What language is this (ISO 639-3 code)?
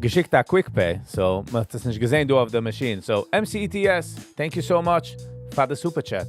yid